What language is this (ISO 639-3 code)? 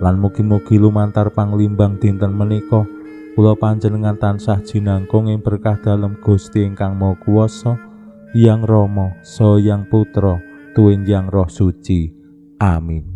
jav